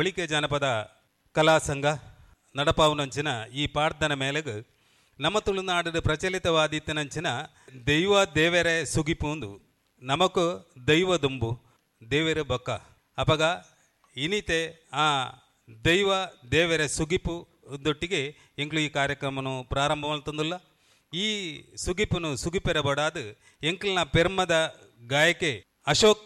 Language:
Tulu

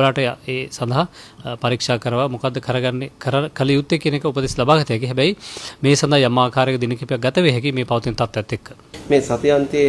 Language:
Sinhala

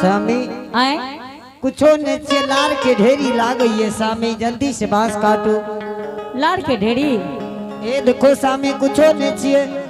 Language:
Angika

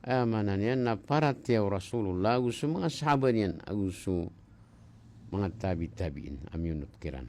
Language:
Maranao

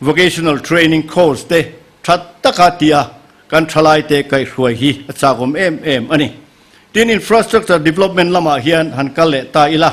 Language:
Mizo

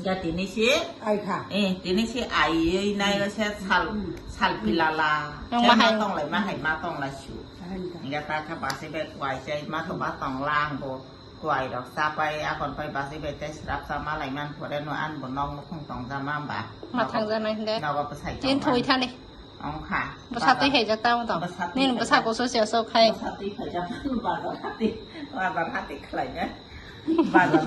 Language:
Kok Borok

